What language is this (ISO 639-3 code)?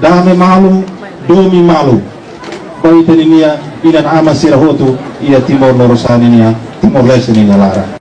tet